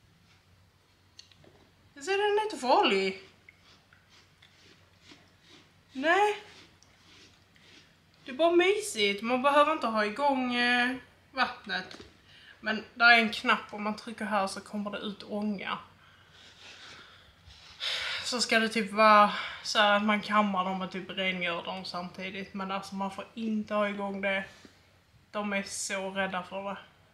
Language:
Swedish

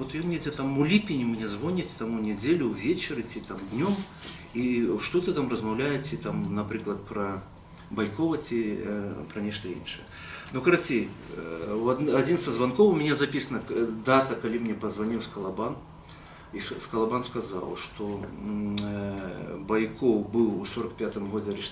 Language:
Belarusian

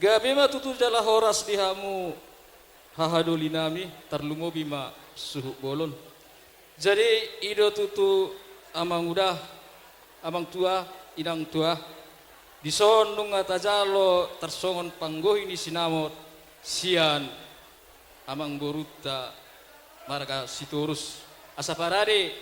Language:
Batak Toba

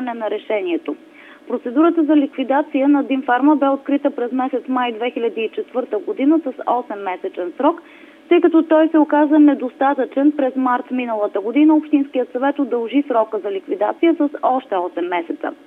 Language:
Bulgarian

